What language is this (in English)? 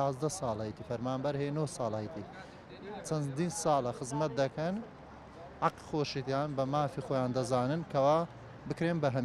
Central Kurdish